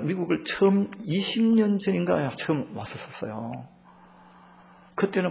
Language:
Korean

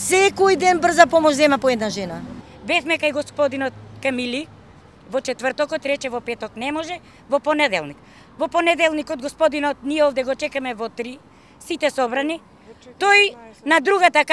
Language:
Macedonian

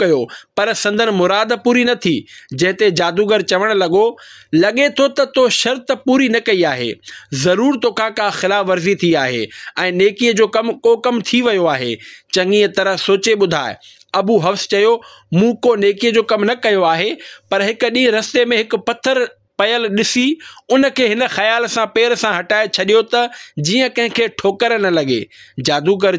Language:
Sindhi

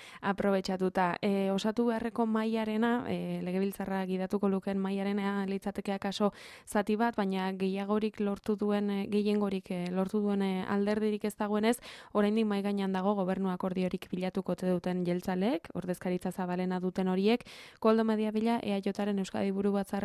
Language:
Basque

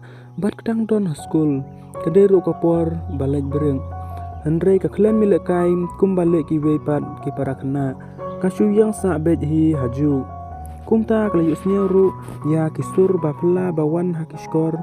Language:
Khasi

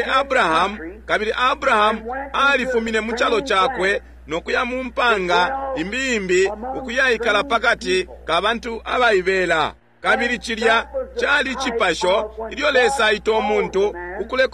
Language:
Bemba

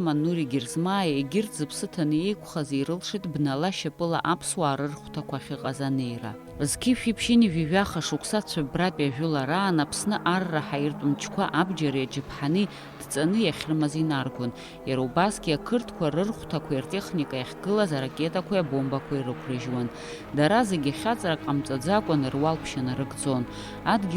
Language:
Abkhazian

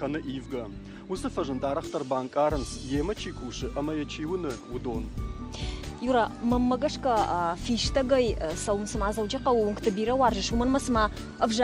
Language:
Ossetic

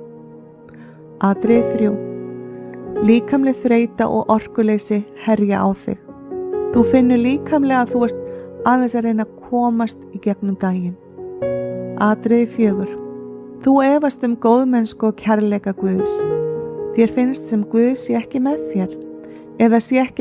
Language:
Icelandic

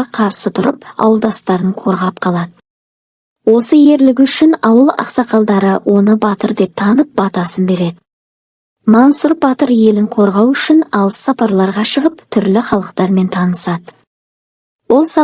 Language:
Kazakh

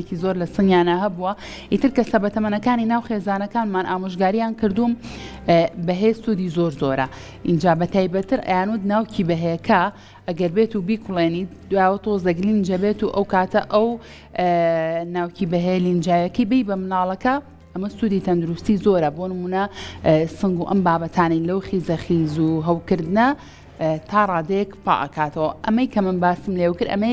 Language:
Central Kurdish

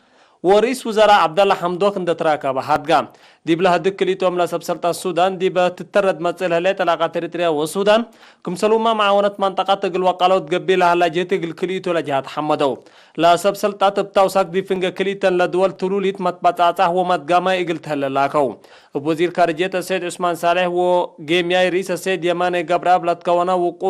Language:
Tigre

